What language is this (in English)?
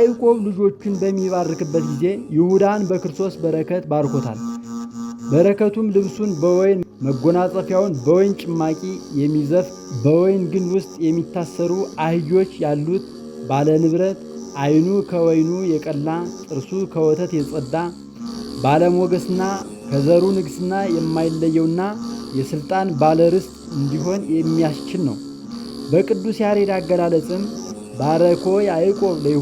Amharic